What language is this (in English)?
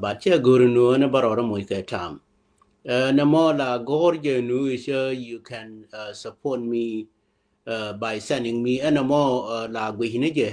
Nuer